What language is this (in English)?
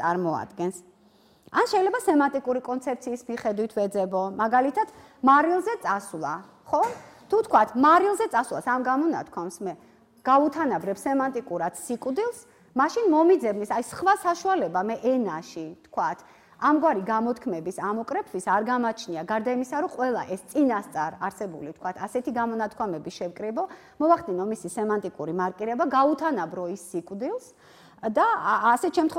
Georgian